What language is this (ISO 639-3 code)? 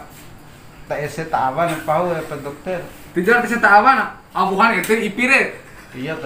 bhp